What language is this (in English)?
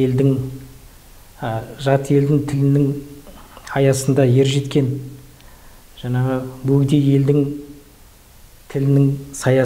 Kazakh